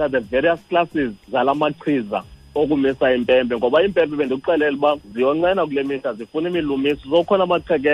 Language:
Xhosa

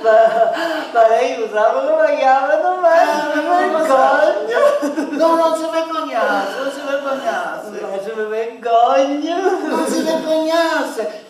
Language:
Sicilian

